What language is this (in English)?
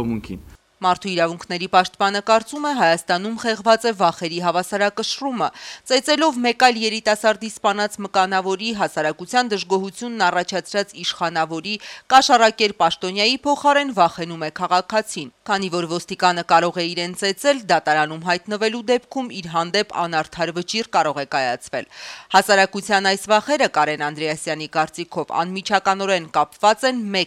Armenian